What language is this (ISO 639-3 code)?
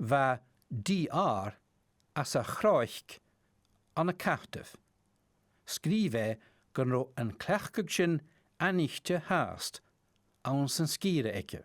gla